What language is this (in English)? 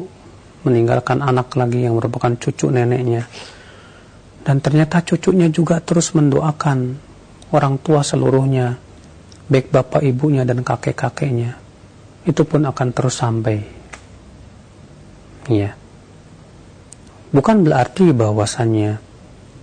Indonesian